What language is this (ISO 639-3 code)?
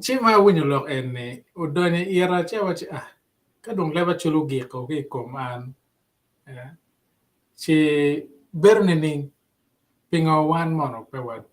ach